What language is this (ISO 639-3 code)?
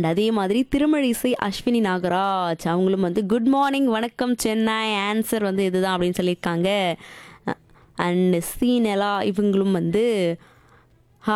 tam